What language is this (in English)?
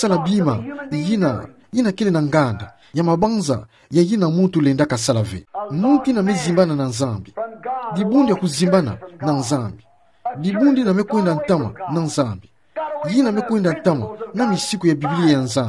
Kituba (Democratic Republic of Congo)